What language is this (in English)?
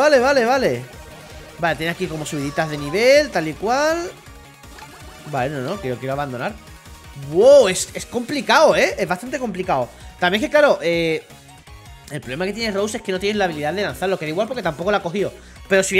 Spanish